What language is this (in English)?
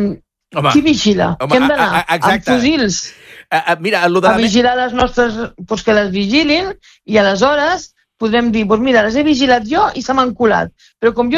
Catalan